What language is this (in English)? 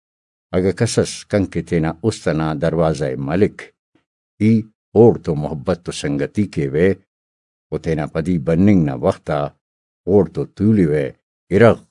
Brahui